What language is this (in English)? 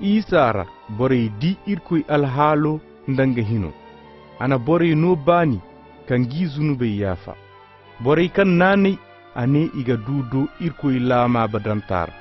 Koyraboro Senni